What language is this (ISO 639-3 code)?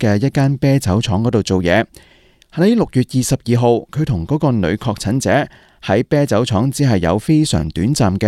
yue